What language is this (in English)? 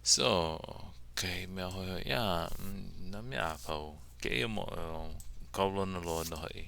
Hawaiian